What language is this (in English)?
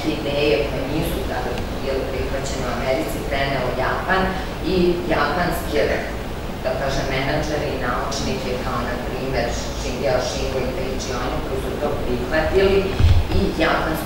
Serbian